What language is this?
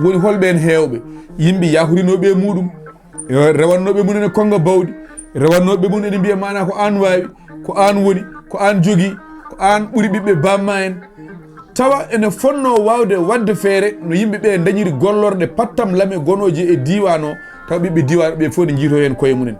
Fula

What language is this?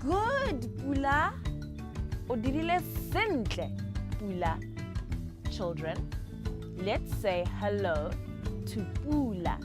Tswana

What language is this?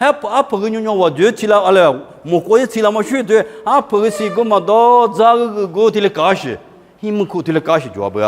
Lisu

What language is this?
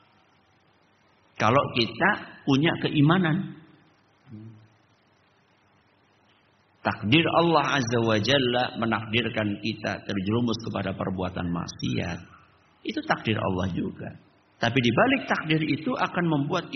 Indonesian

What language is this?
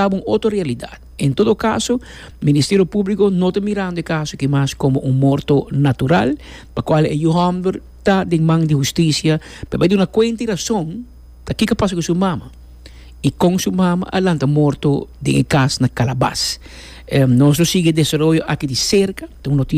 Papiamento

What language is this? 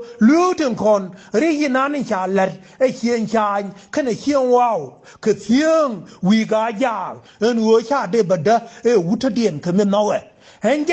Nuer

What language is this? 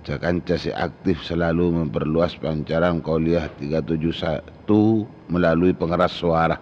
Madurese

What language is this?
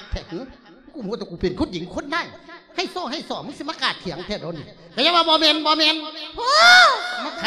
Lao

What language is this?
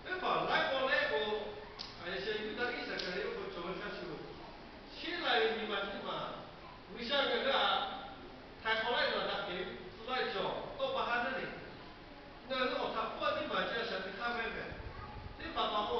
Lahu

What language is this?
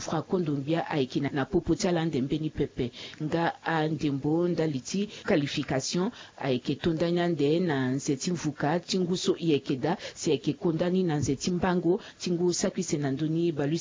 Sango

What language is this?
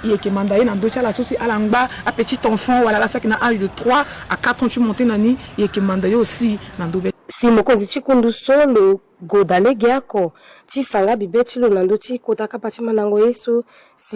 Sango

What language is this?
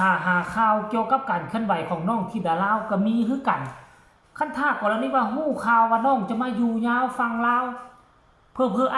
Northeastern Thai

